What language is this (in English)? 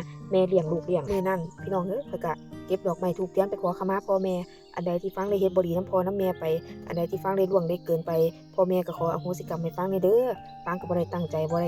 Northeastern Thai